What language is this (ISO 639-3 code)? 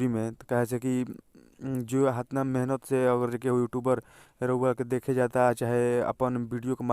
bho